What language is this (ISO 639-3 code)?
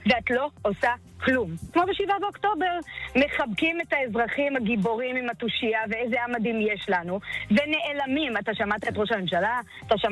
heb